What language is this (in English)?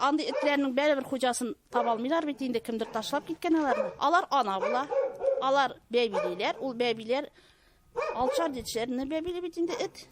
Tatar